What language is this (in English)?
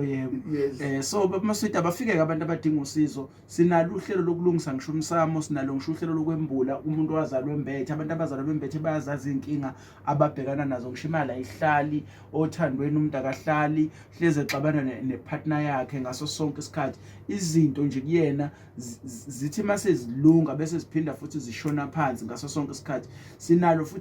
Zulu